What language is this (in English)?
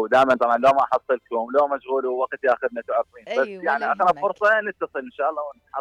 Mesopotamian Arabic